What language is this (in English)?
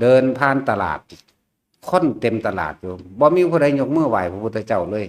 Lao